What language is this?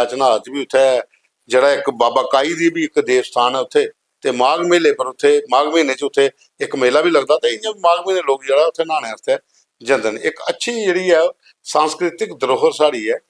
Dogri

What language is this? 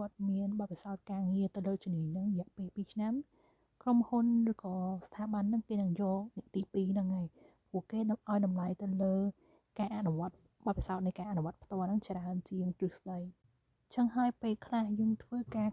Khmer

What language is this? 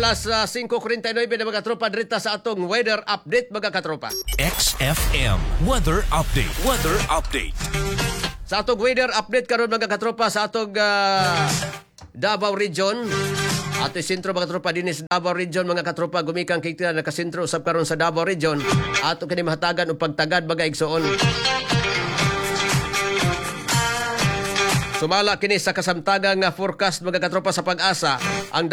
Cebuano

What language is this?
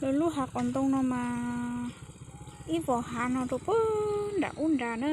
Hmong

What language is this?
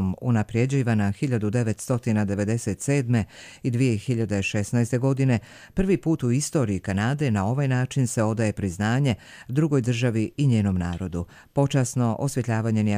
Bosnian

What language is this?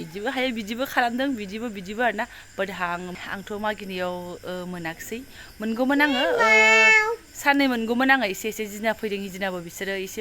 Bodo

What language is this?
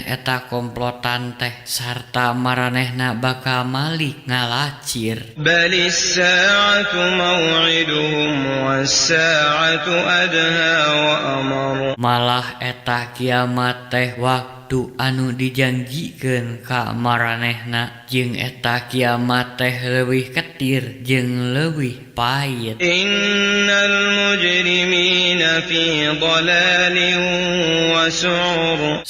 Sundanese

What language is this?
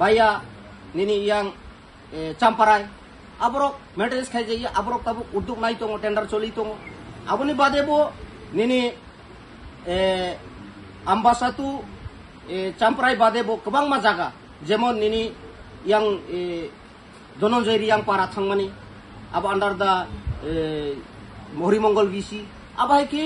Kok Borok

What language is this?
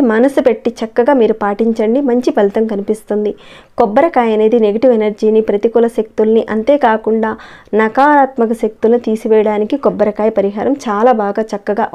Telugu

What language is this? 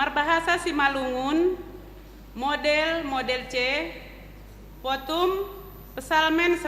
Batak Simalungun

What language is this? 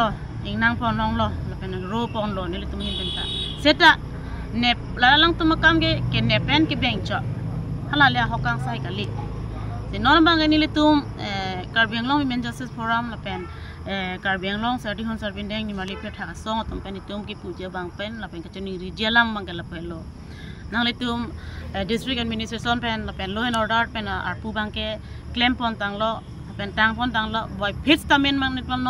Karbi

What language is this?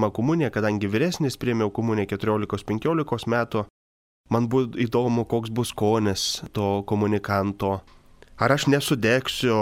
Lithuanian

